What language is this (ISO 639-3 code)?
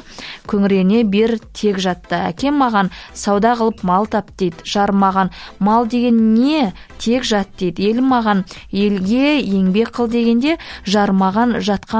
kaz